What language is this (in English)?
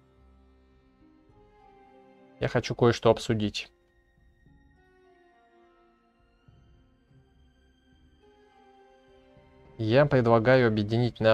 Russian